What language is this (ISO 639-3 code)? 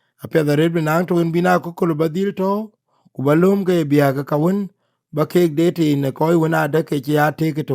din